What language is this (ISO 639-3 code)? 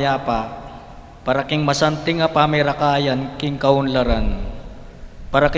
pam